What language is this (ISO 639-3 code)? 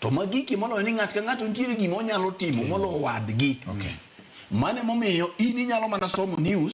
luo